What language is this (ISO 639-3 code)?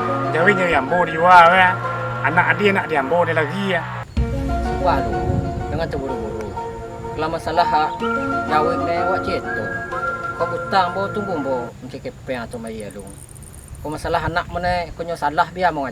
min